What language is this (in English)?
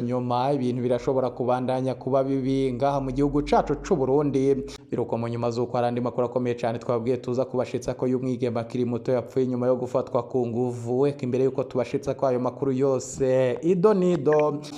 Rundi